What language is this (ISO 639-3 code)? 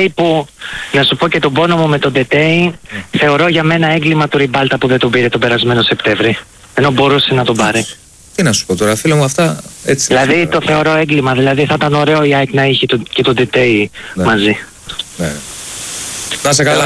ell